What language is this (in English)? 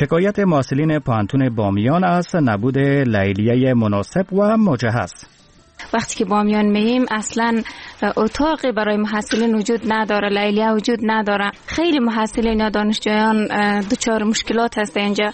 Persian